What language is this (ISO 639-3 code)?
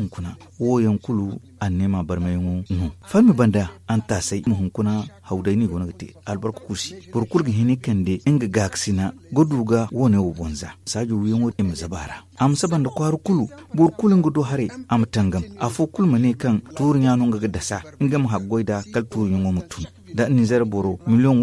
dje